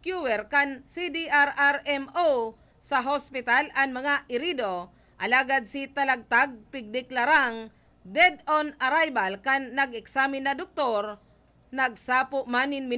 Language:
Bikol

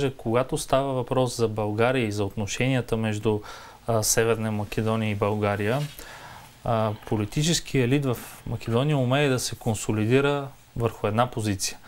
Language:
Bulgarian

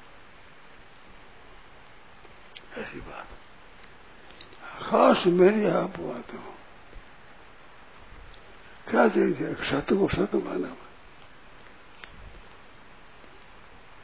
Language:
Hindi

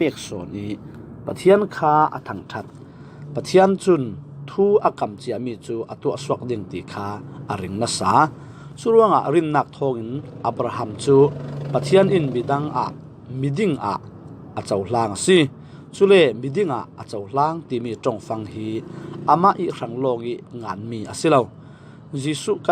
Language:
Falam Chin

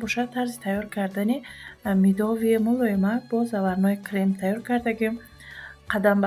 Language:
Tajik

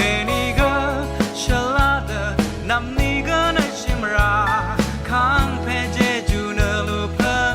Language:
Rawang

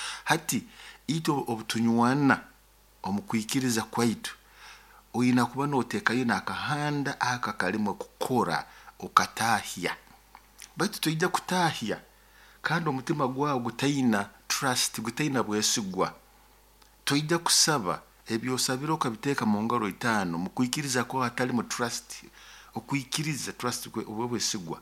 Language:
Nyoro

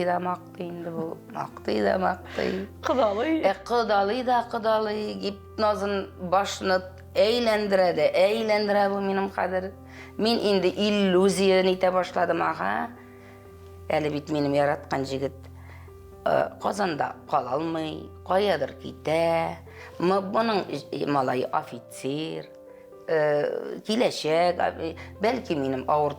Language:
Tatar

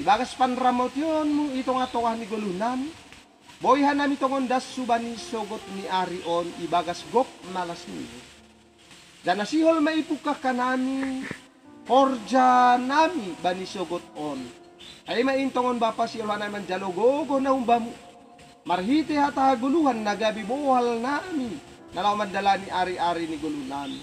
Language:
Batak Simalungun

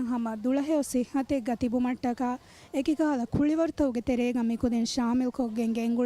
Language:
Divehi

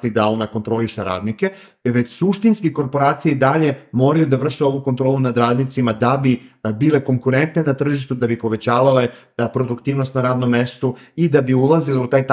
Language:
Serbian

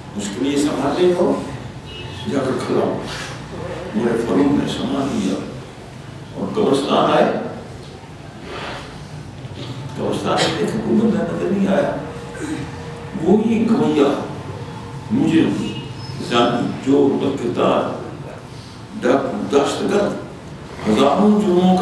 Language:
Urdu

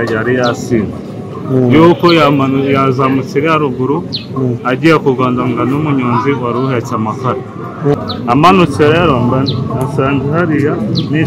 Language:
Kinyarwanda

